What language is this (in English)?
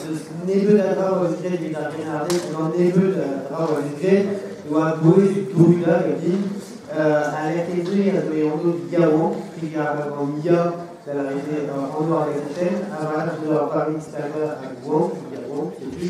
Breton